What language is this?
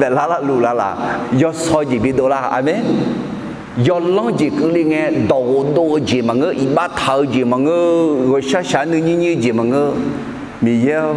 Akha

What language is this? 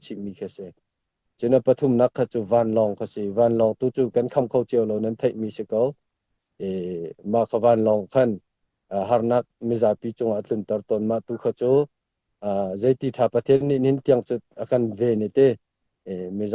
Hakha Chin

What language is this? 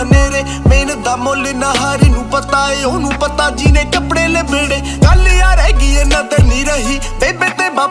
Punjabi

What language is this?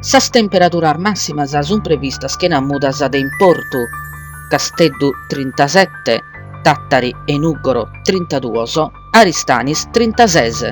Sardinian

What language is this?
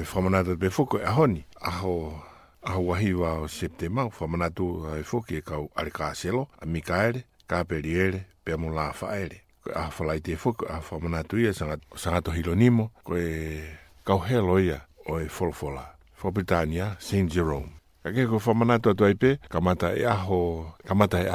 Tongan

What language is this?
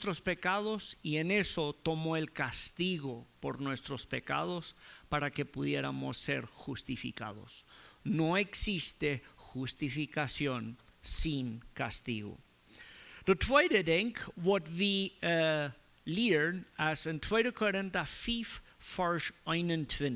Plautdietsch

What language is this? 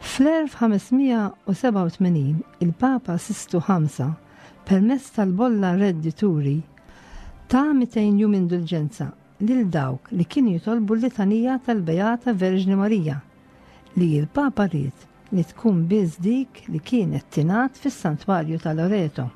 Maltese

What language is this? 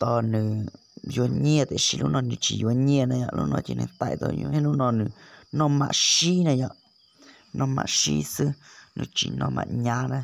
Hmong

